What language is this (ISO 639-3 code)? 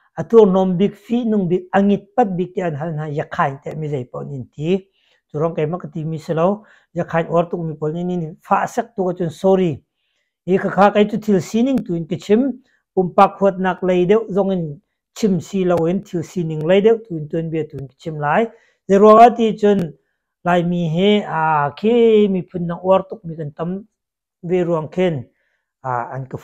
cnh